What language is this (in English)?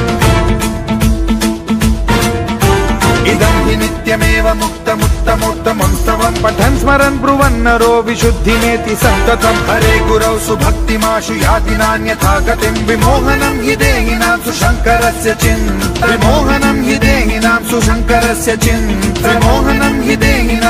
Sanskrit